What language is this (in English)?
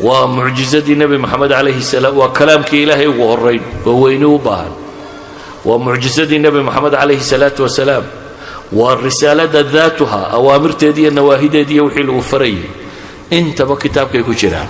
Somali